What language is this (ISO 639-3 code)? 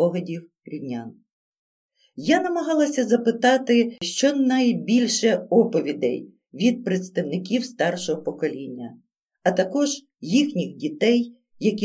ukr